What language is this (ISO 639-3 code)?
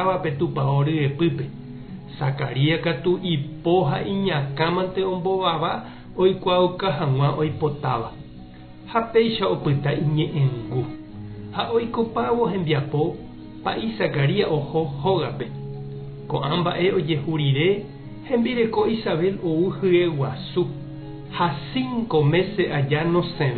grn